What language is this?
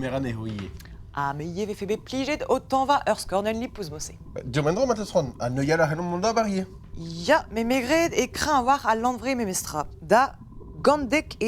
Breton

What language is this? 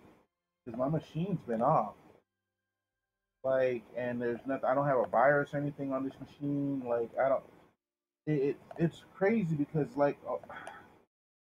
English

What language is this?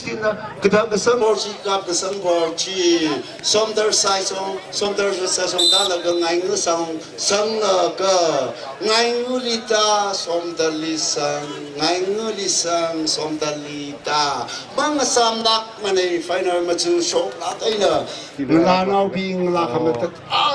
Tangkhul Naga (India)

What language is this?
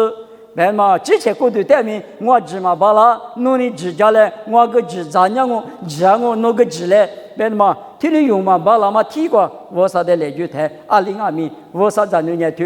Lisu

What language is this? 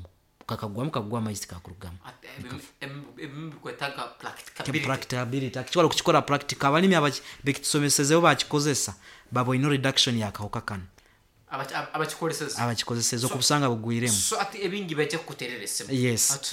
Nyoro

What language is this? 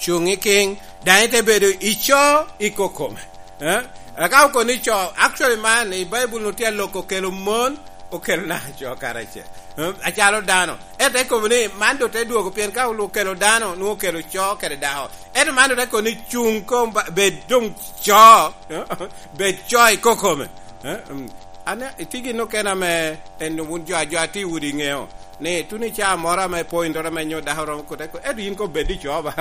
Lango (Uganda)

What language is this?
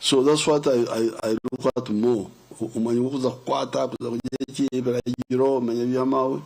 Nyankole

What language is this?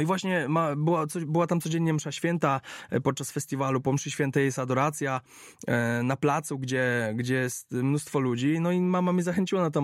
Polish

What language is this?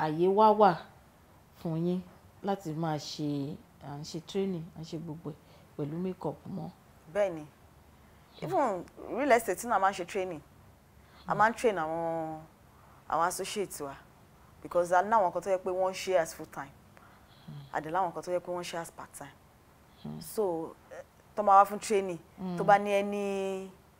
Yoruba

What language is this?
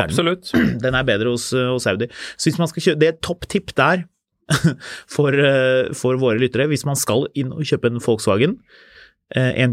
Norwegian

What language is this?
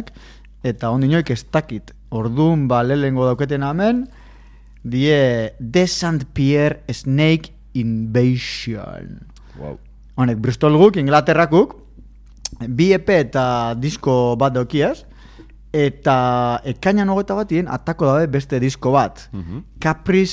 Basque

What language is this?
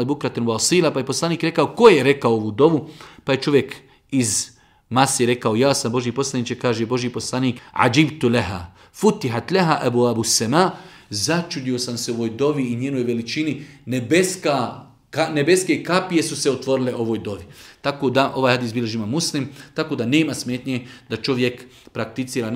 Bosnian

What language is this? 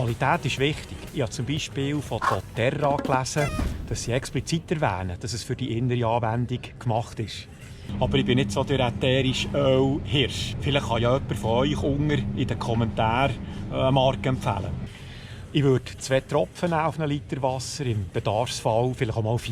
Swiss German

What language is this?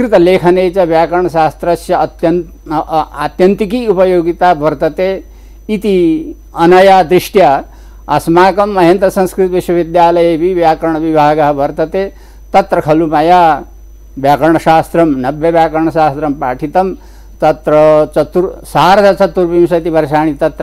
Sanskrit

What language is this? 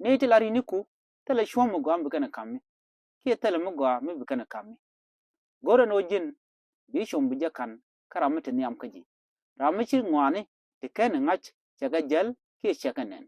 Nuer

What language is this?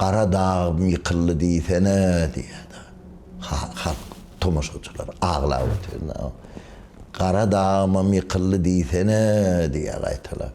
Turkmen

